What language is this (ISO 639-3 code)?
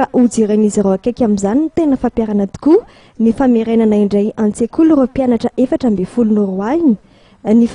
mlg